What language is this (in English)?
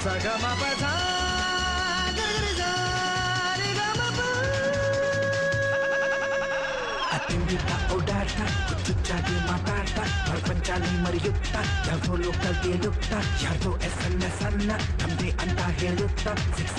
Kannada